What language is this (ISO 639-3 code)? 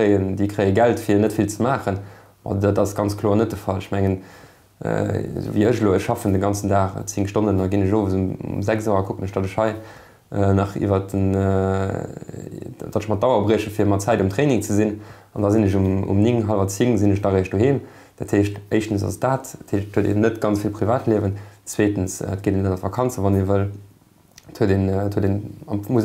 ltz